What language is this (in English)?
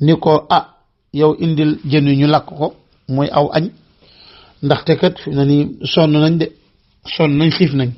Wolof